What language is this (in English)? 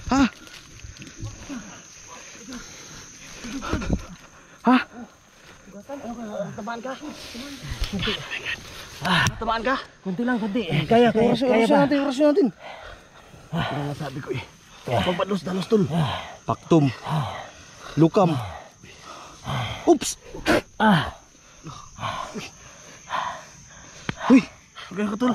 Filipino